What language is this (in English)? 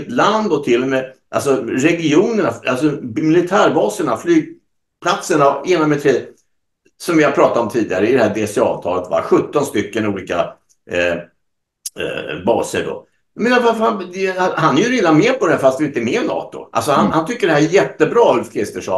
Swedish